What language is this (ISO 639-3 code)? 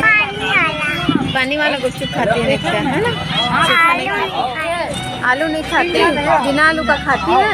hne